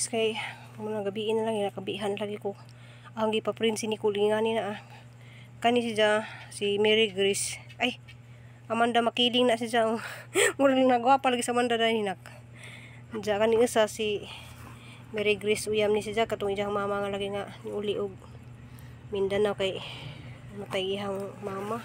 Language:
Cebuano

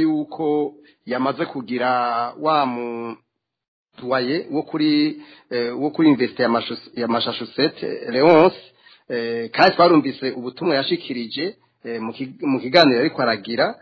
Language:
Rundi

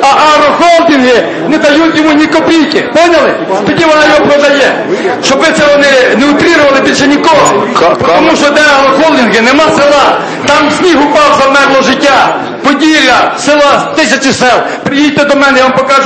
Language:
Ukrainian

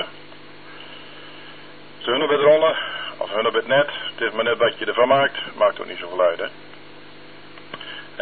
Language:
Dutch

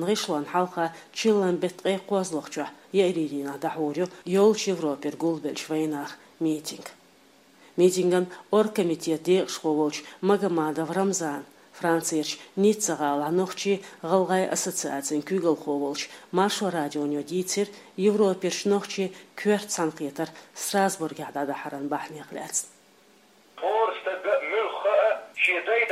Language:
Chechen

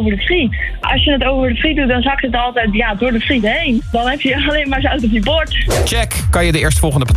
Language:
Dutch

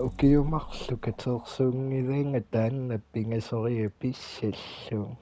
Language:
Kalaallisut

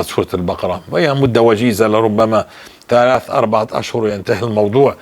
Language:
North Levantine Arabic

